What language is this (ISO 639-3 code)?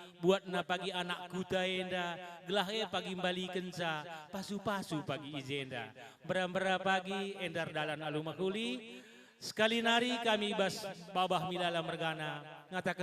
btx